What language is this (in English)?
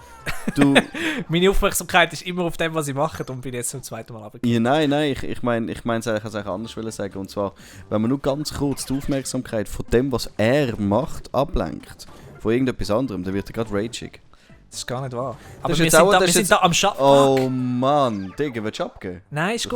Swiss German